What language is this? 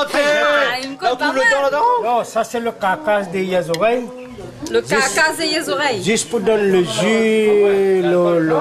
Réunion Creole French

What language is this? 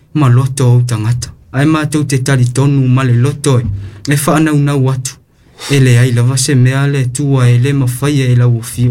Samoan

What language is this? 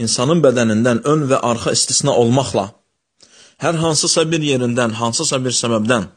Azerbaijani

